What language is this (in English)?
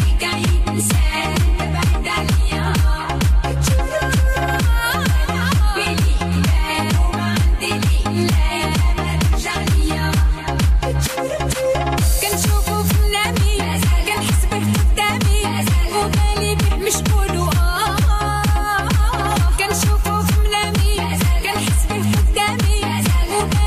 Moroccan Arabic